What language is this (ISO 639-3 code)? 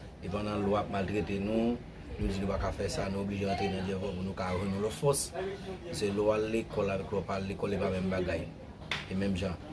hat